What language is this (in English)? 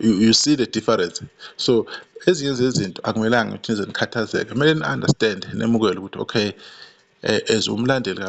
Zulu